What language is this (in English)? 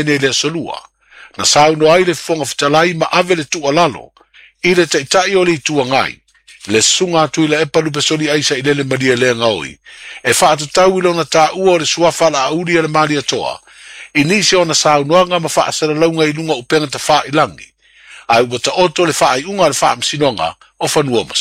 Samoan